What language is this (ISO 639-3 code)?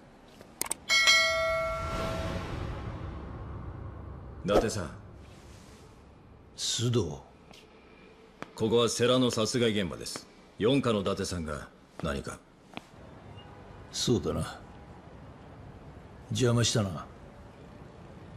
jpn